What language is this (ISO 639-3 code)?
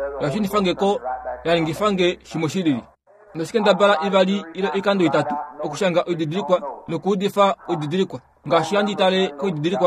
kua